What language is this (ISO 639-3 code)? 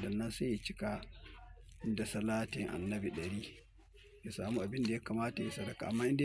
hau